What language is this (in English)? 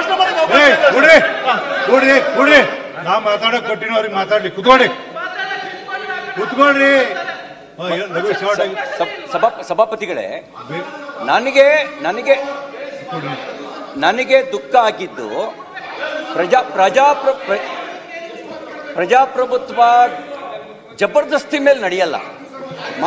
Kannada